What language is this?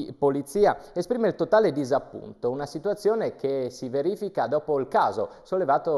Italian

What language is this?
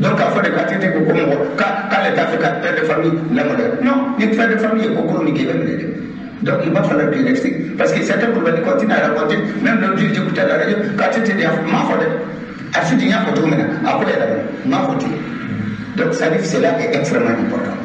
Bambara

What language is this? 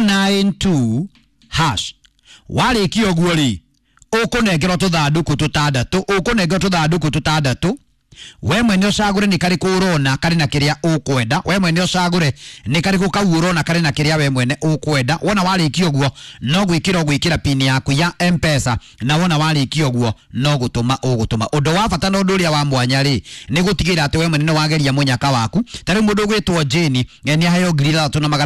Kikuyu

